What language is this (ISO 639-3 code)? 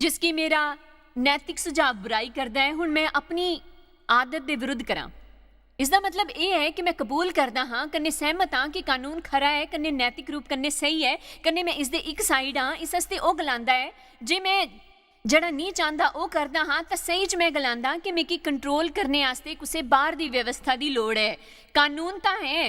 doi